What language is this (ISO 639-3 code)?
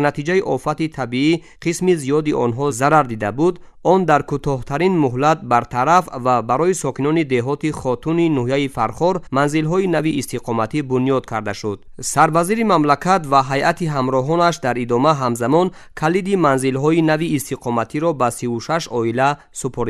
tgk